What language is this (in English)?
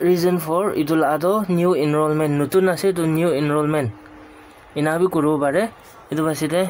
Naga Pidgin